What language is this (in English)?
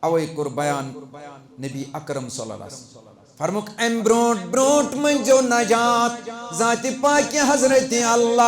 Kashmiri